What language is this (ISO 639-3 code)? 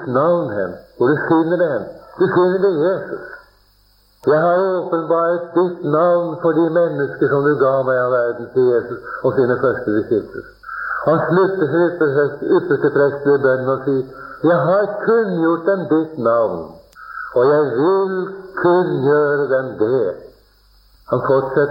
nor